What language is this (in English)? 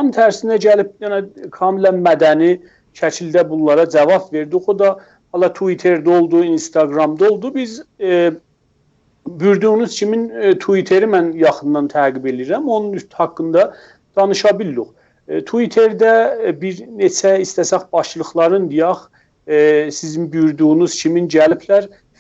South Azerbaijani